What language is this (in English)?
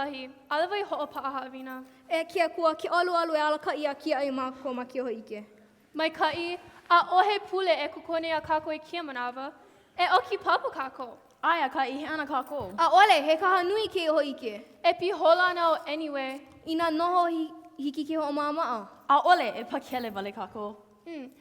Hawaiian